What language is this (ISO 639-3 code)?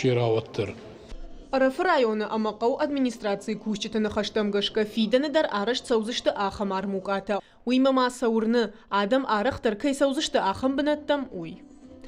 oss